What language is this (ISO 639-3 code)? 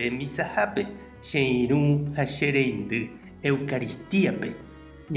grn